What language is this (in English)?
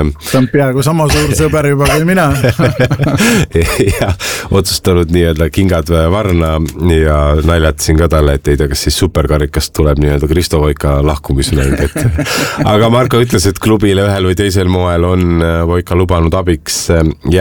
Estonian